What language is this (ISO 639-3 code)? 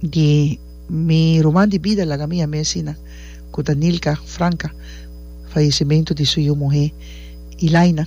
pap